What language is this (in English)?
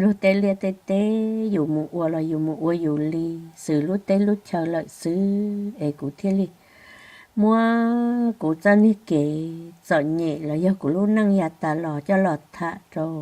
Hmong